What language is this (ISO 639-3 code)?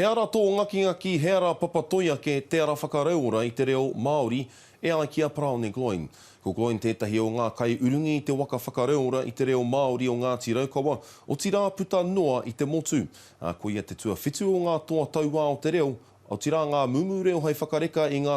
mri